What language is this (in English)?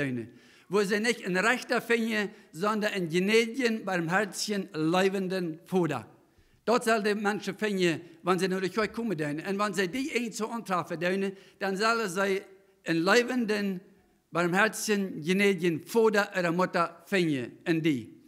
Plautdietsch